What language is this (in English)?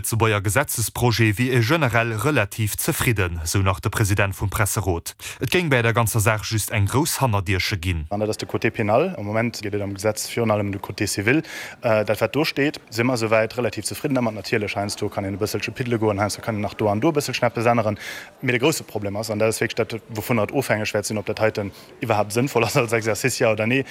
Luxembourgish